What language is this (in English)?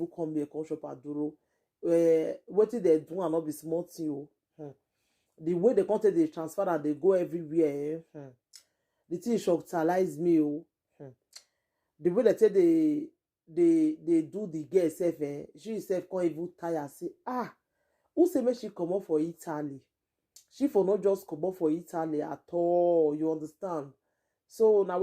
Nigerian Pidgin